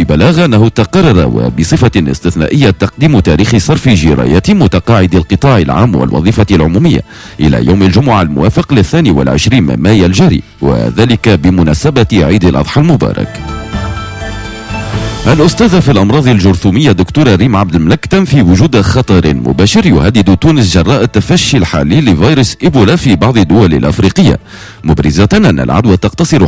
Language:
Tunisian Arabic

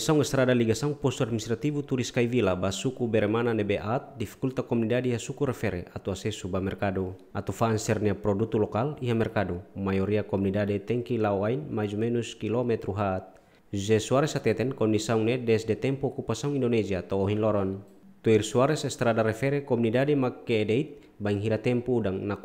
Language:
Tetum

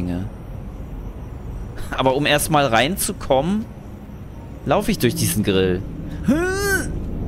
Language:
German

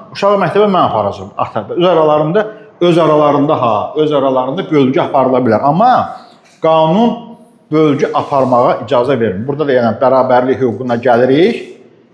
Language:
Azerbaijani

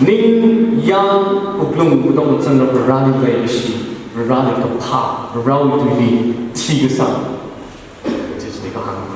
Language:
Tangkhul Naga (India)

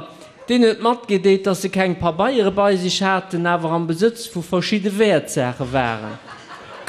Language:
Luxembourgish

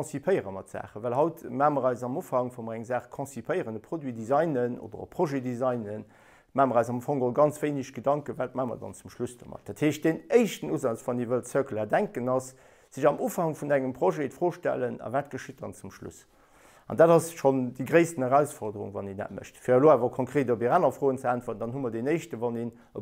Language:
Luxembourgish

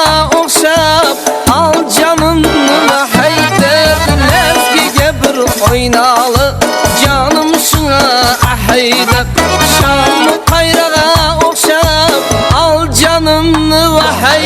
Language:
Kara-Kalpak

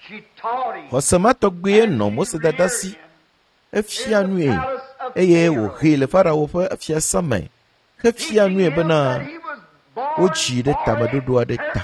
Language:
Ewe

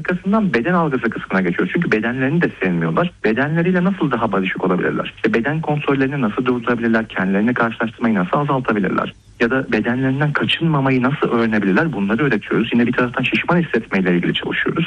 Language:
Turkish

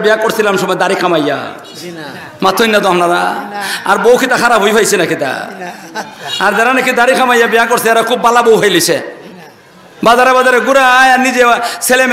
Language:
Sylheti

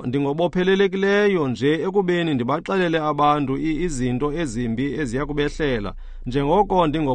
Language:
Xhosa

